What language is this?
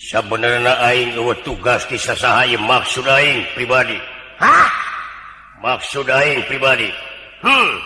Sundanese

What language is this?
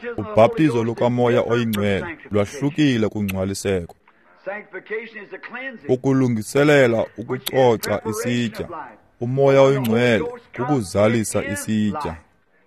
Xhosa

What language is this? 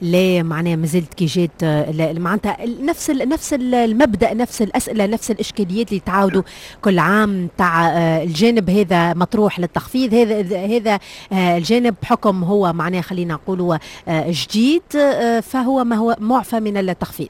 Tunisian Arabic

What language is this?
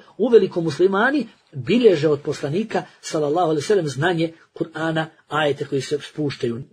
Bosnian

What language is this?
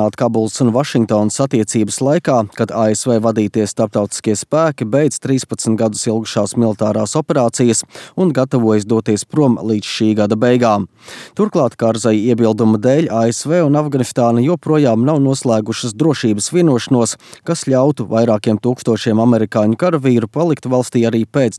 Latvian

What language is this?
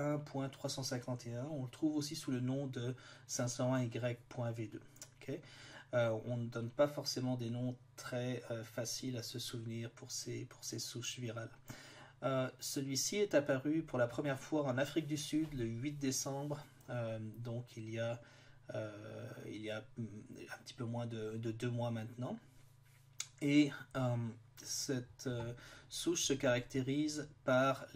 French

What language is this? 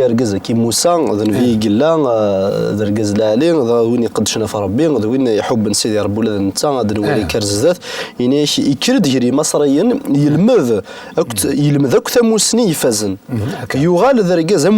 Kabyle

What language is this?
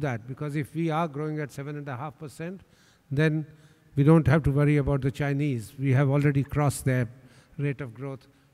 English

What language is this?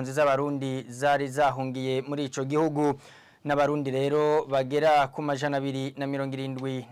Rundi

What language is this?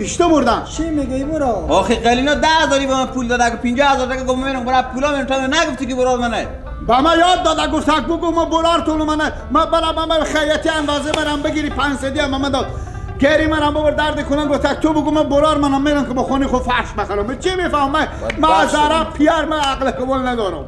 Persian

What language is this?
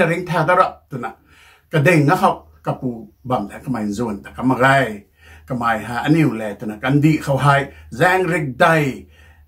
Rongmei Naga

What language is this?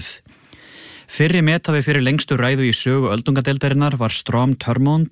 Icelandic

